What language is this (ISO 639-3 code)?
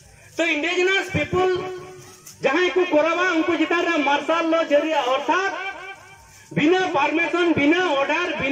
sat